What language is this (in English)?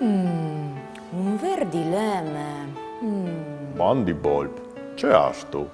Friulian